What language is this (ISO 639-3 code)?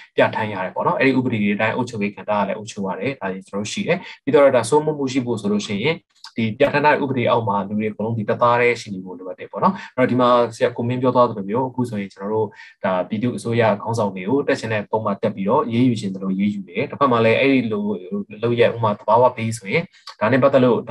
mya